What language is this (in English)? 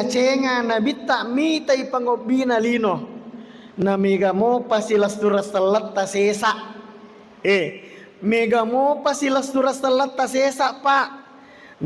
Buginese